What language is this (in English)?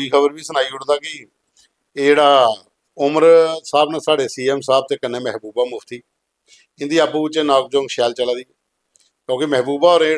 Dogri